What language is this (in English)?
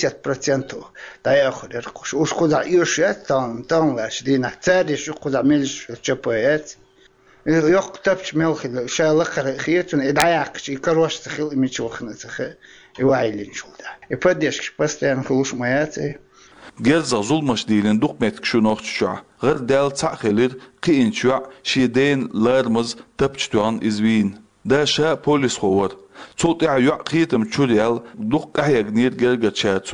Chechen